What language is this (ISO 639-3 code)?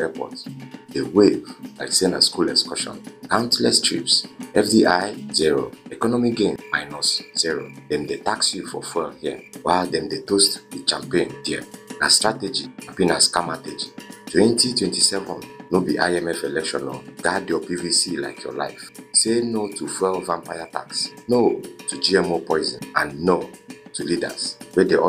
pcm